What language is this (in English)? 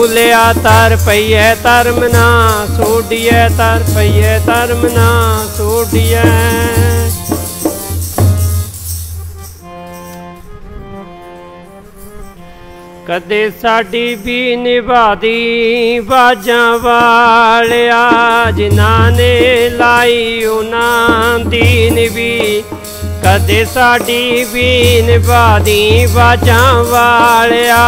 Punjabi